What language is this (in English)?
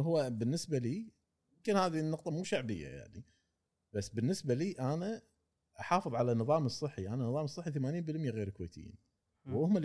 Gulf Arabic